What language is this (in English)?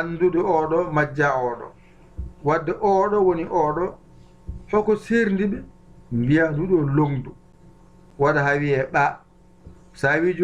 Fula